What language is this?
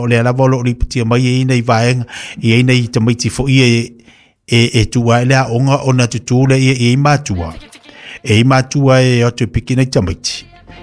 Samoan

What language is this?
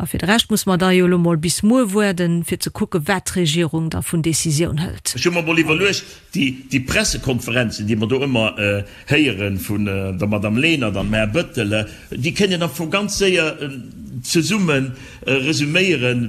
Luxembourgish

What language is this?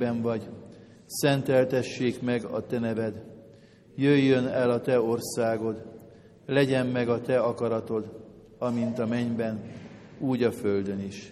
Hungarian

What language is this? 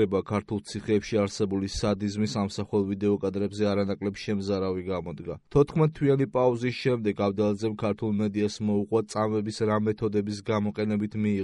Georgian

